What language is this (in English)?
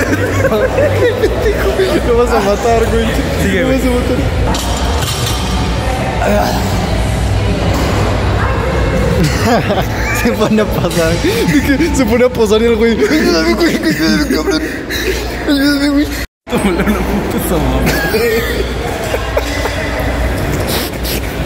Spanish